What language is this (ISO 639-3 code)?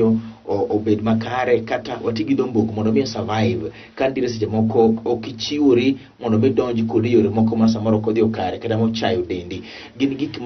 luo